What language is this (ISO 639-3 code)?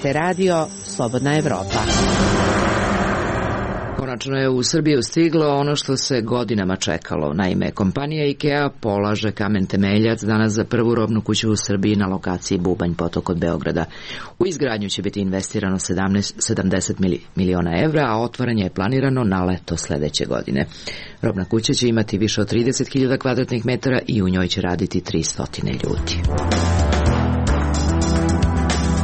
srp